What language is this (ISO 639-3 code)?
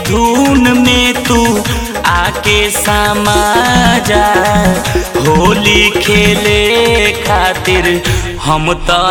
bho